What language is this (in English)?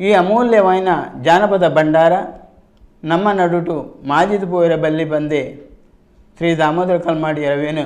Tulu